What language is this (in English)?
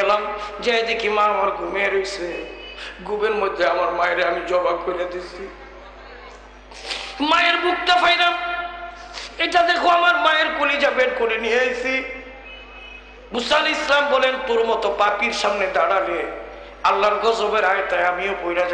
Bangla